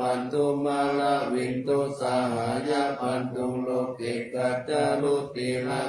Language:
Pali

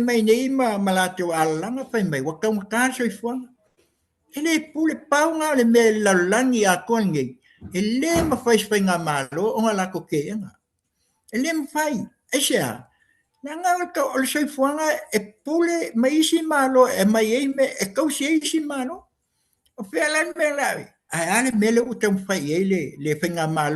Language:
Samoan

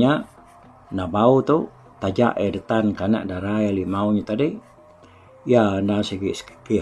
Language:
Iban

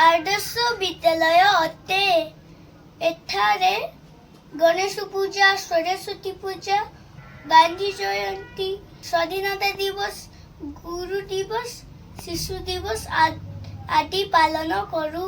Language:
Odia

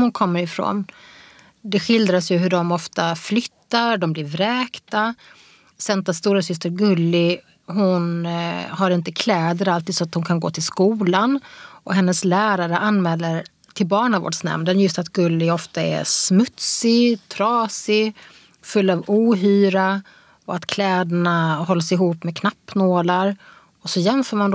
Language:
Swedish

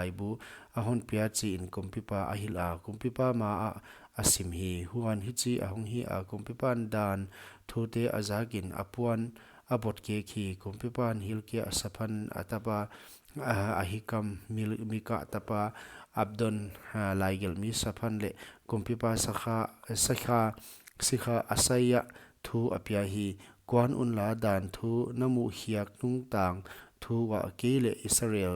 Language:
Paite Chin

